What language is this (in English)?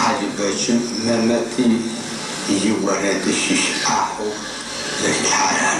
Adyghe